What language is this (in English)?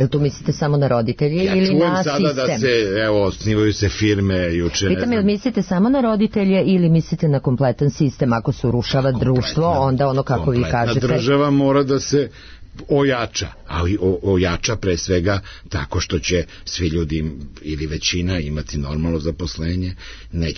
Serbian